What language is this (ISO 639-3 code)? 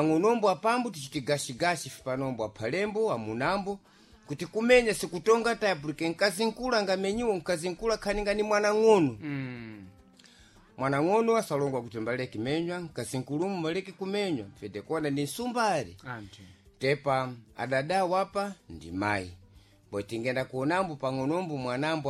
seh